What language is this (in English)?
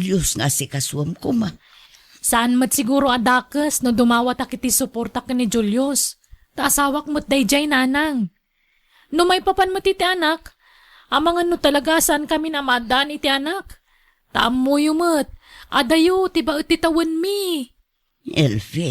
Iloko